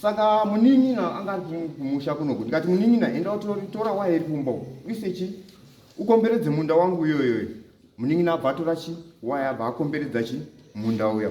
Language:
Shona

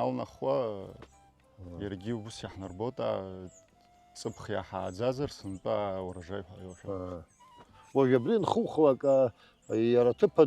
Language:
Abkhazian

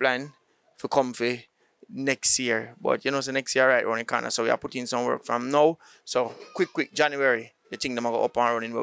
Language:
Jamaican Creole English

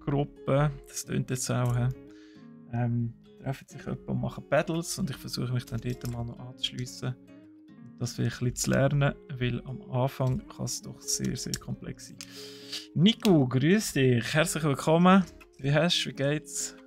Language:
Swiss German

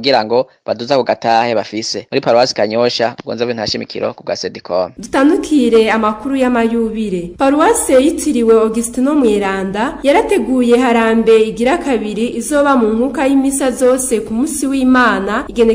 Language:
Rundi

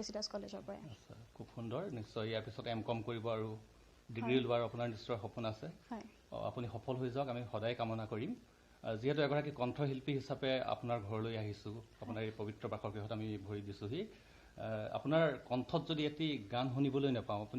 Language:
Assamese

